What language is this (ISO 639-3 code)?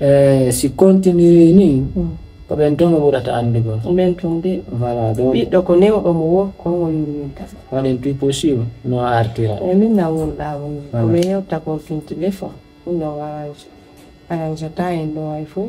ful